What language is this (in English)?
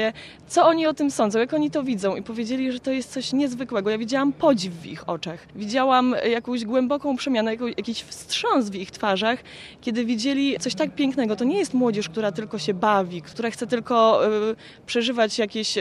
Polish